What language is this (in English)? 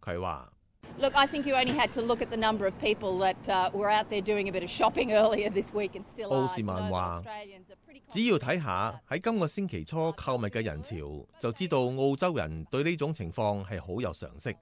Cantonese